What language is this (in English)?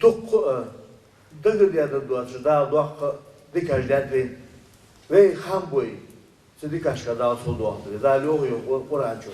Ingush